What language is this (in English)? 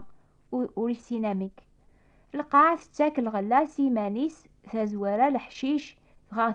Kabyle